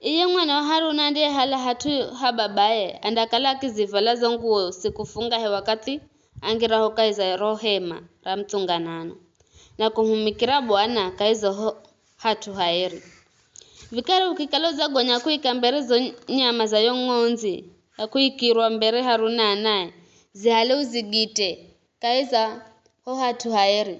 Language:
Giryama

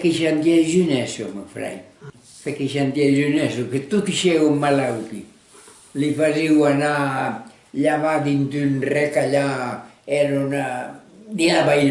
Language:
Occitan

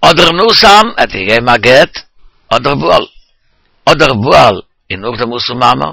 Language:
Yiddish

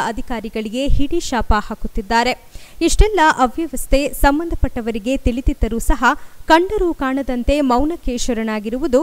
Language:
Kannada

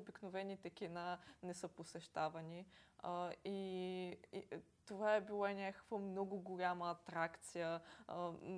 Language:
Bulgarian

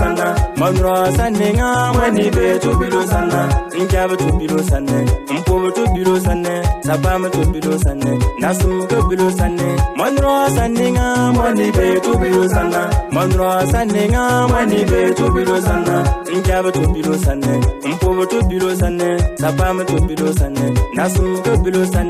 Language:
Bimoba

